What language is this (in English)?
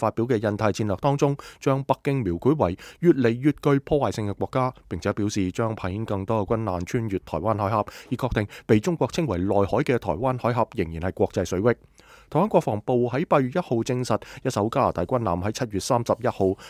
Cantonese